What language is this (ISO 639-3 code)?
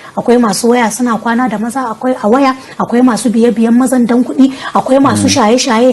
hau